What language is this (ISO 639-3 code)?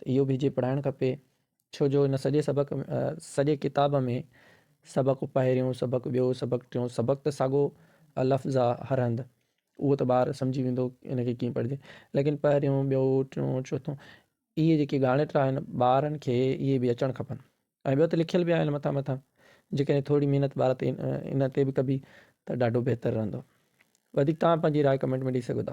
snd